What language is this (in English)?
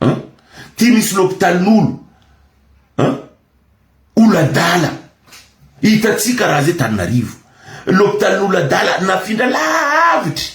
Malagasy